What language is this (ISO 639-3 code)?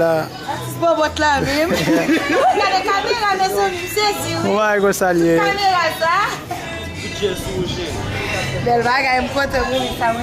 hat